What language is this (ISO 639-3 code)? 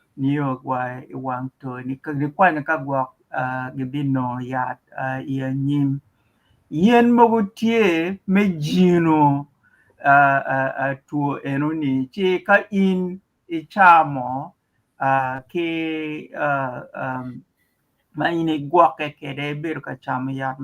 ach